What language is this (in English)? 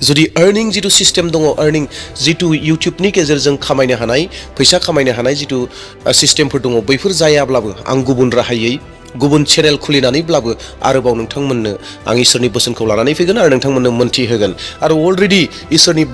Bodo